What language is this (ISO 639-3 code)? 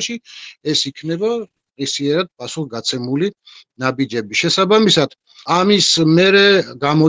kat